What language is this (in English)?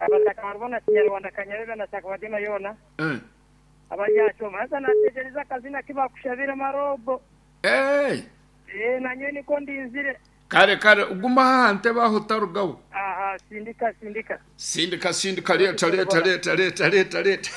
Nyankole